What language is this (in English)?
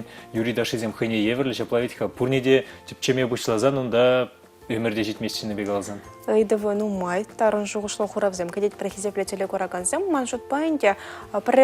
Chuvash